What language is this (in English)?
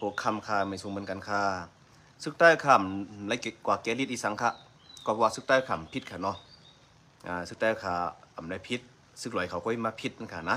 Shan